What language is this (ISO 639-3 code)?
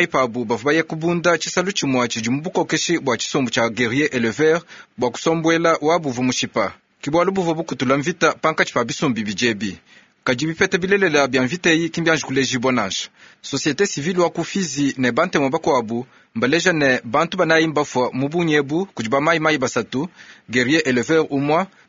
lua